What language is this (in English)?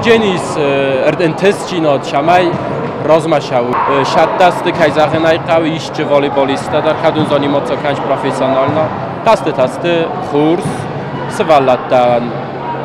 Ossetic